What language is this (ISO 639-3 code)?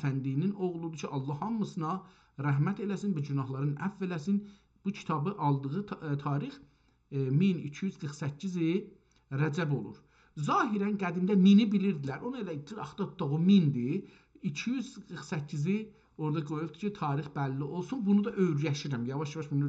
azb